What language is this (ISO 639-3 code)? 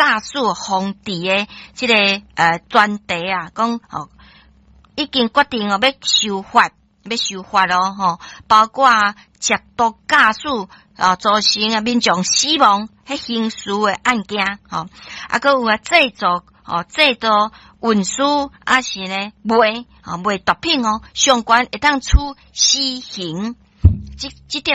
nan